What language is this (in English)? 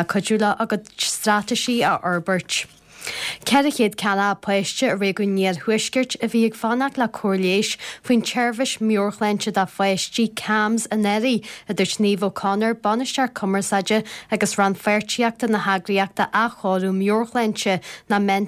Irish